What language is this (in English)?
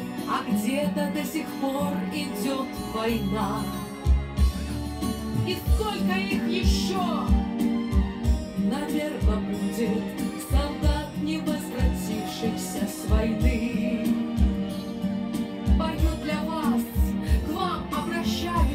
Russian